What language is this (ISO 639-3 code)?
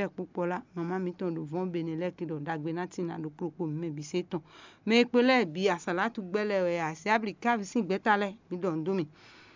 fon